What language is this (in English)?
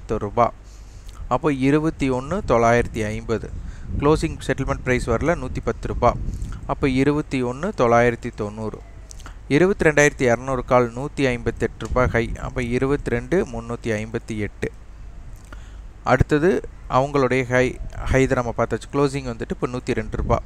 Tamil